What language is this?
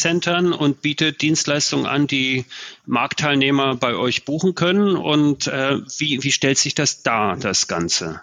German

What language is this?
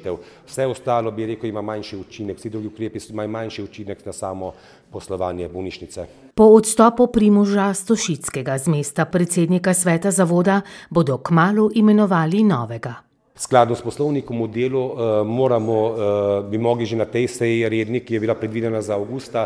Slovenian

